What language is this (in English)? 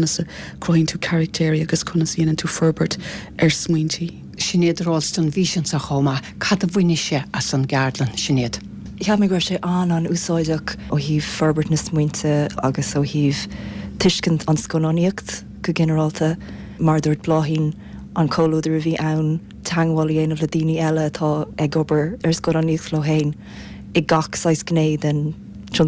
Irish